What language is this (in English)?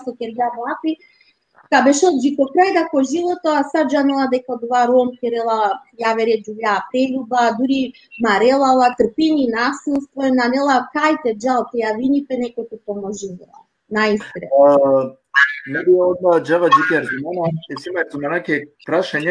Balkan Romani